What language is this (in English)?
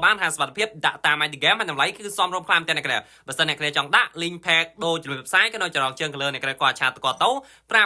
Khmer